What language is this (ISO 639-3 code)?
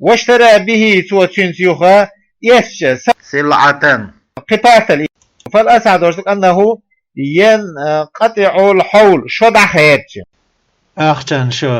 che